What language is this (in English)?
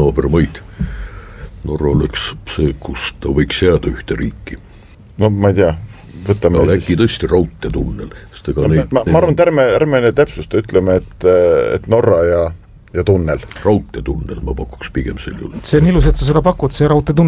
Estonian